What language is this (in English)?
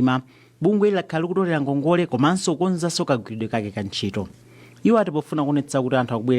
Nyanja